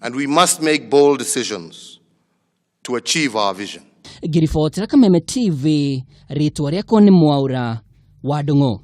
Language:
Kikuyu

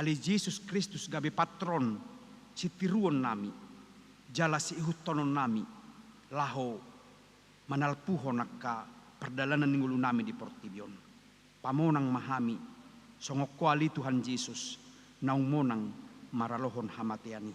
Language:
Batak Toba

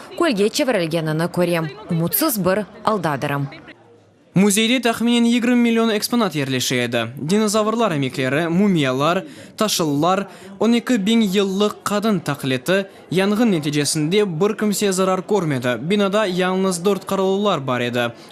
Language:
Crimean Tatar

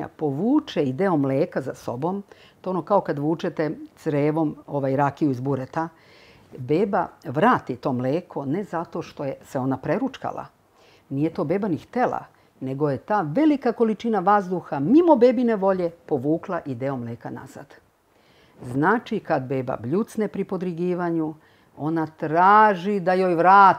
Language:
Serbian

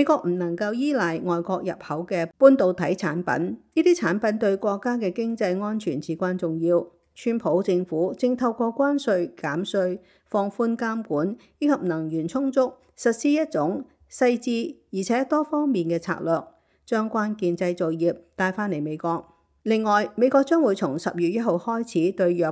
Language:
Cantonese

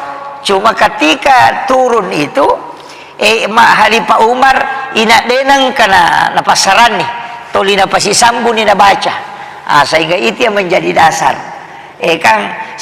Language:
Buginese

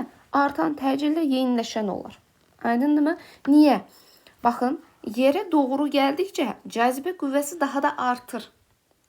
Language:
Azerbaijani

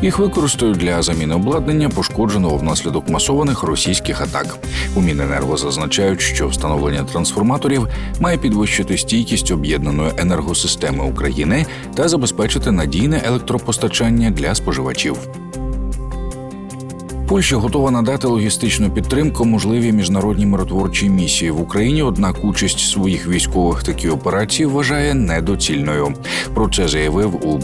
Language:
Ukrainian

